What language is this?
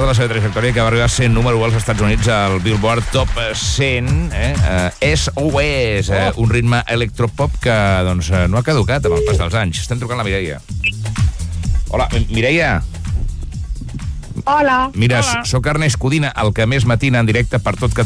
Catalan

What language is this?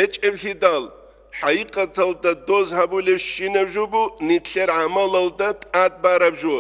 Avaric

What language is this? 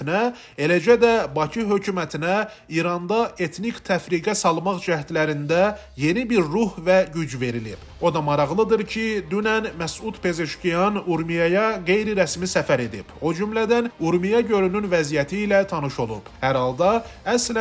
Azerbaijani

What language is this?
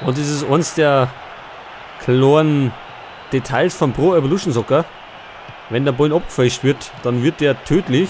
Bavarian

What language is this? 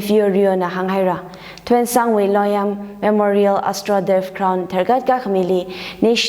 Tangkhul Naga (India)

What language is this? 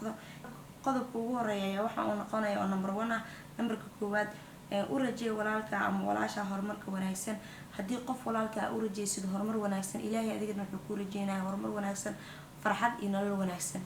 Somali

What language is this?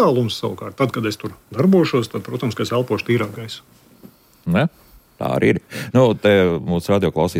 Latvian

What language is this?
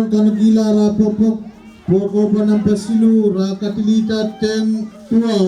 Pohnpeian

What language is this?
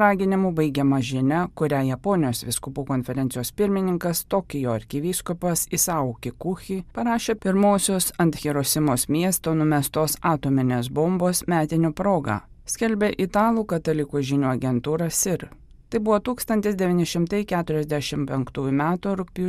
Lithuanian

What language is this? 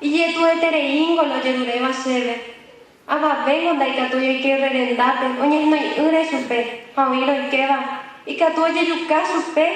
Guarani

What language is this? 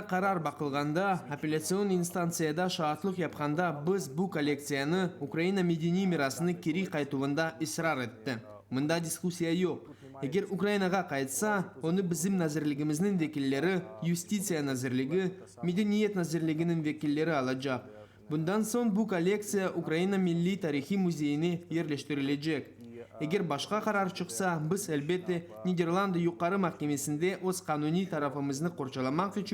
Crimean Tatar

